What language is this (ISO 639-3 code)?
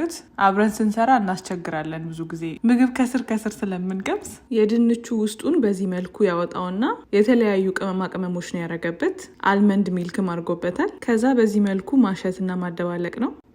amh